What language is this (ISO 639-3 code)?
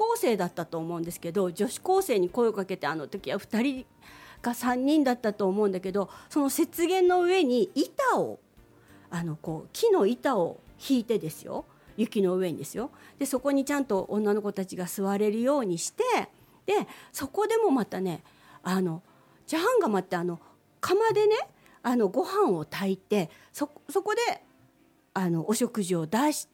jpn